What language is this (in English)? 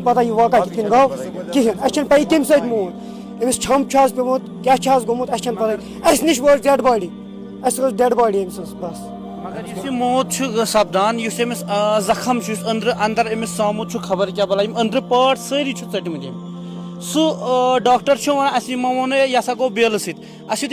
Kashmiri